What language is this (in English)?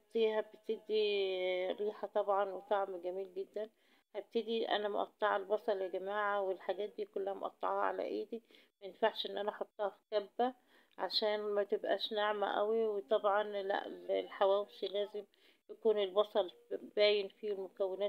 Egyptian Arabic